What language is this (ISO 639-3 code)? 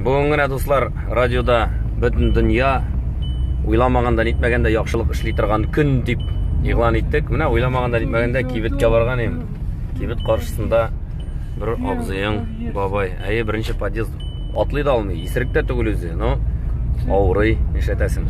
tat